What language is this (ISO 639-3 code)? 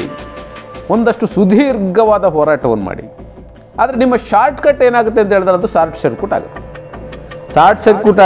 kan